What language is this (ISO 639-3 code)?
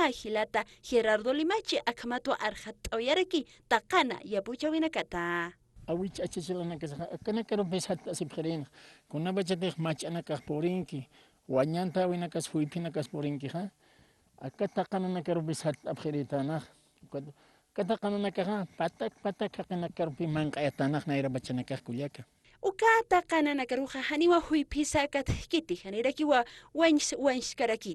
aym